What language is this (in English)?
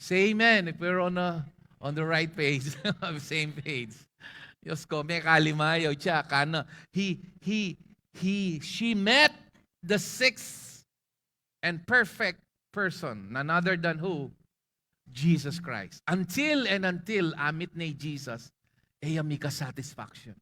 Pampanga